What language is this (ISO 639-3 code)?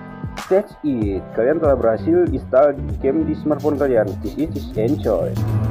ind